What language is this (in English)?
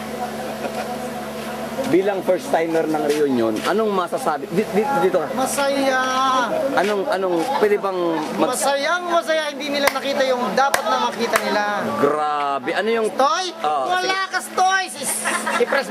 Filipino